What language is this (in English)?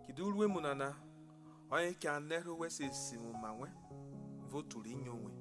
Urhobo